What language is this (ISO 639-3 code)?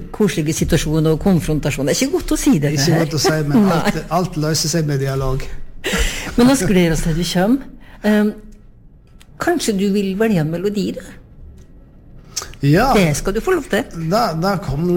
nor